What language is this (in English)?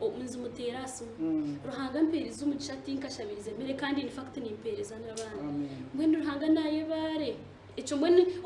Nyankole